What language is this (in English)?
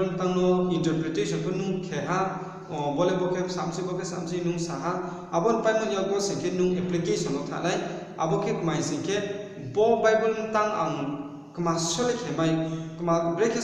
Riang (India)